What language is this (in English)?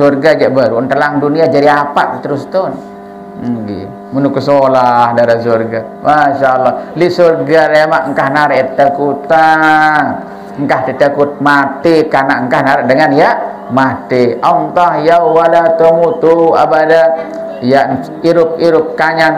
Sasak